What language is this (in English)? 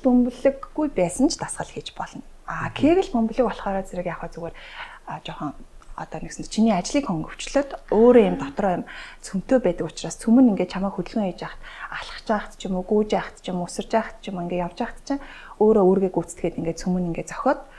Mongolian